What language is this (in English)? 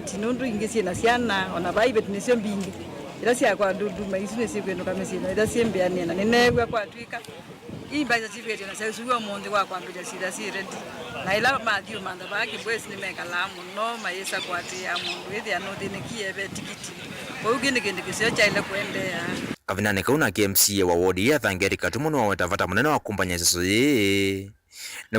Kamba